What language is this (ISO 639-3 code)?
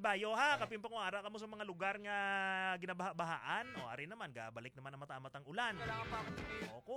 hil